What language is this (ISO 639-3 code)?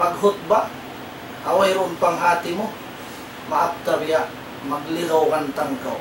tsg